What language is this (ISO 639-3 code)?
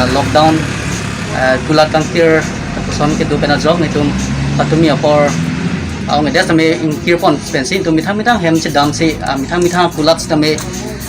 mjw